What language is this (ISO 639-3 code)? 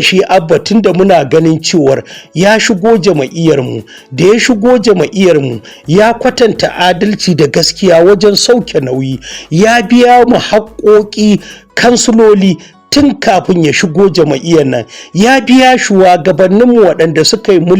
hau